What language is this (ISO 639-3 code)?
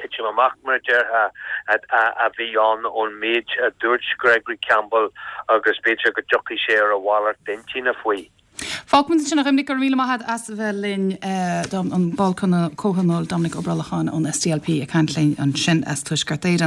gle